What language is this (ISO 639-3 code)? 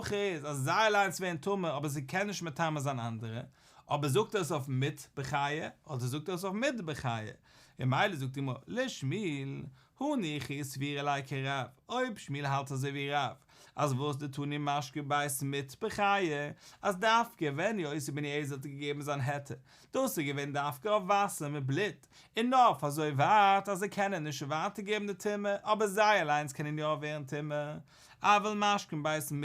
yid